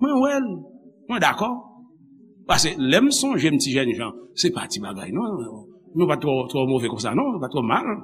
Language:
Haitian Creole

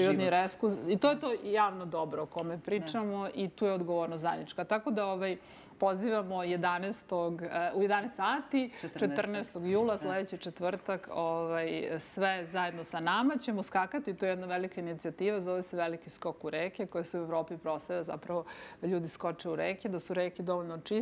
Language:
Serbian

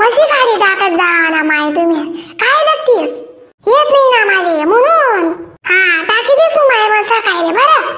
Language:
Khandesi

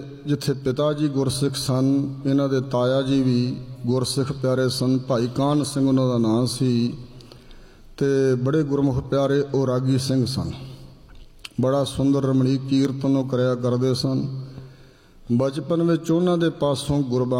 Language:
Punjabi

